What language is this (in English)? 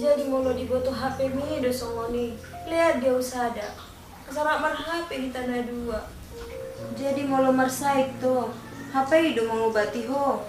Batak Toba